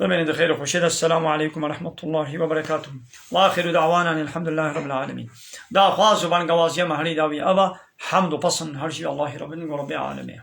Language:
Kurdish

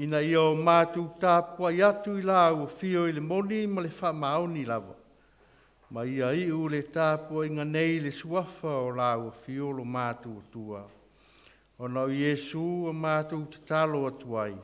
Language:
Samoan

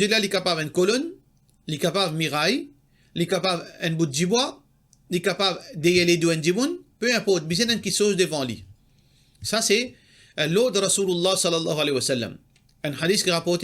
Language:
Morisyen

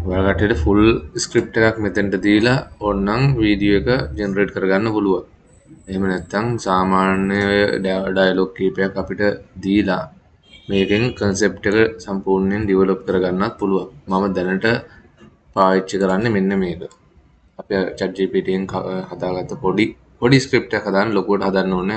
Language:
Sinhala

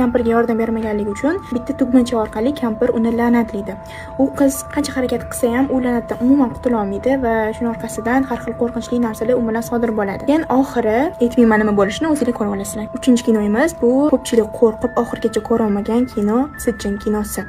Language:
Uzbek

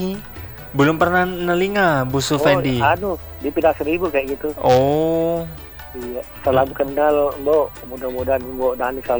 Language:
Indonesian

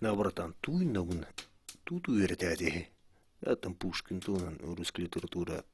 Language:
Yakut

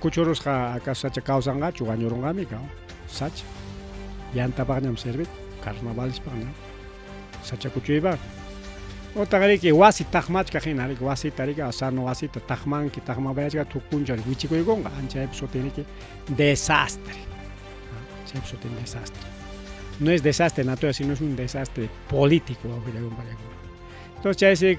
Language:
Ayacucho Quechua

